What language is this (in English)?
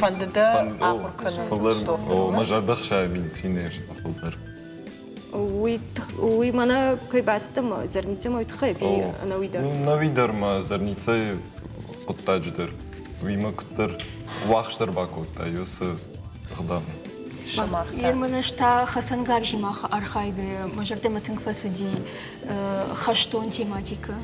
Ossetic